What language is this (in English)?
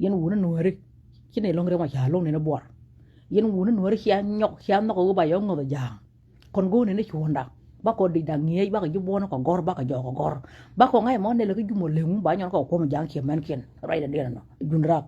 Nuer